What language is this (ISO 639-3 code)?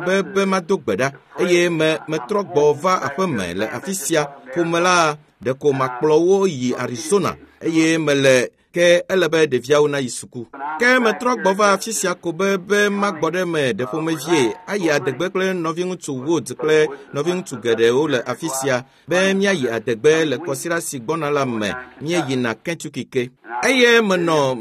ewe